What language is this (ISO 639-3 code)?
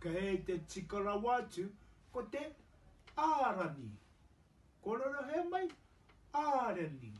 mri